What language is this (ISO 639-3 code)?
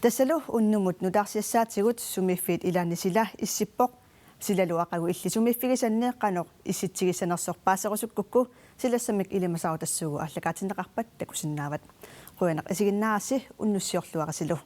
kal